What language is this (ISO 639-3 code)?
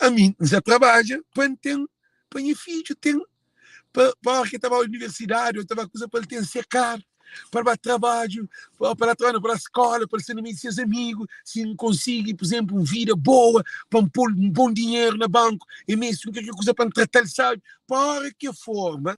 kea